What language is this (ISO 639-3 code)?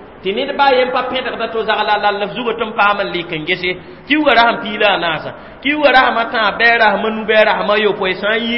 mos